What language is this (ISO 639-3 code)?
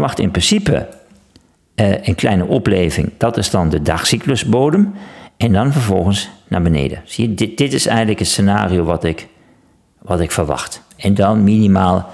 nld